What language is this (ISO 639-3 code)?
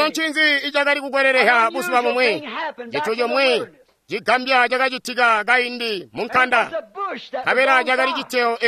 toi